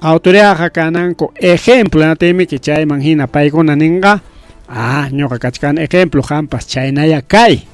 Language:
Ayacucho Quechua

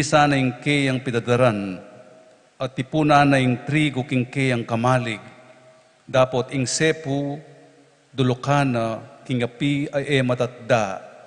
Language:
Pampanga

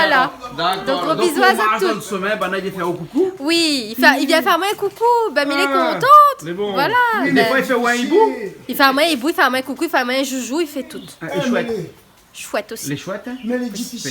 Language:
Réunion Creole French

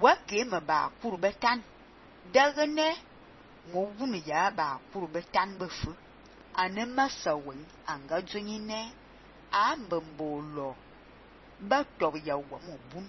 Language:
Fang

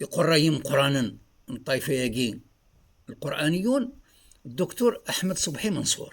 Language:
Kabyle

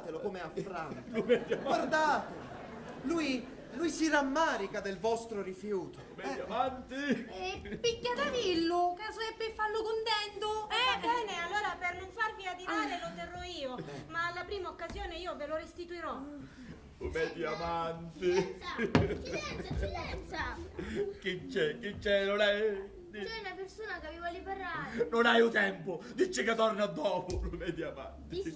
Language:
Sicilian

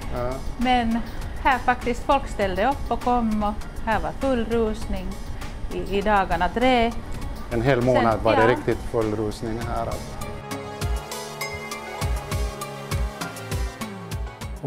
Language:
Swedish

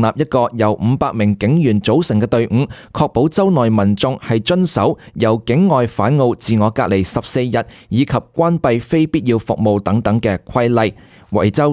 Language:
Cantonese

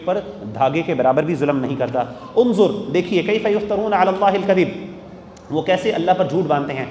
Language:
Urdu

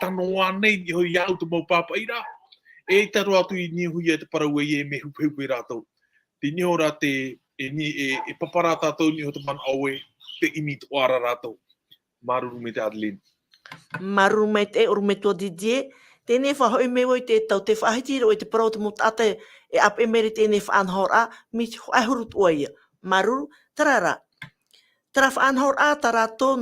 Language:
Tahitian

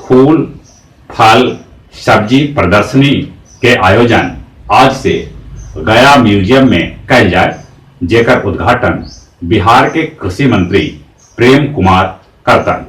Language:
Magahi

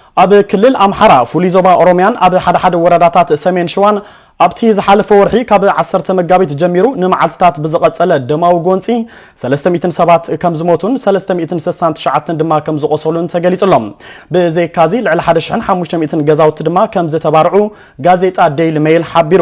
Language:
Tigrinya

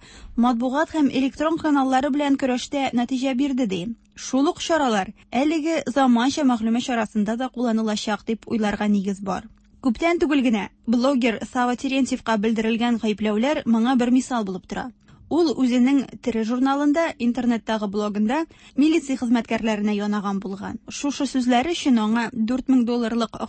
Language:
Tatar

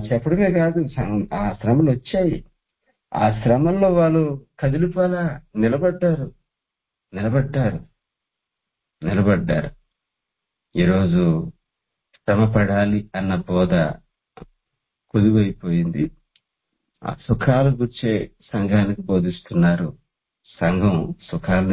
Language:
Telugu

